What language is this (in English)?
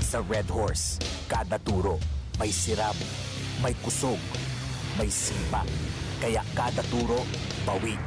Bikol